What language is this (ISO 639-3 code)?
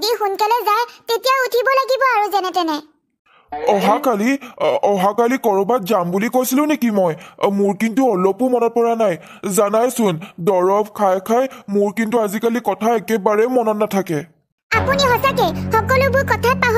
asm